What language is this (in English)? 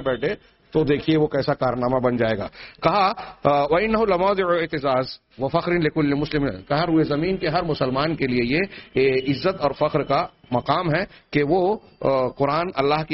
Urdu